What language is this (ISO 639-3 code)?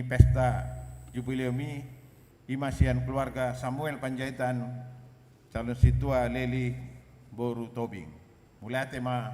bbc